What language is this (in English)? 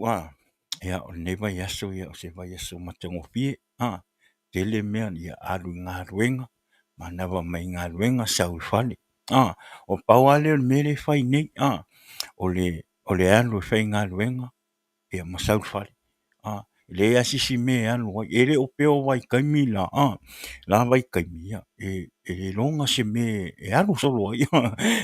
Samoan